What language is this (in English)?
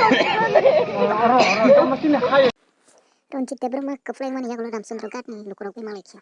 Kok Borok